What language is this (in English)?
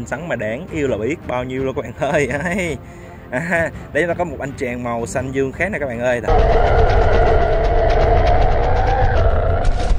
Vietnamese